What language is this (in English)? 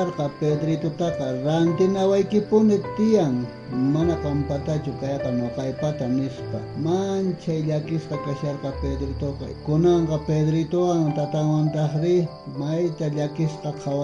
South Bolivian Quechua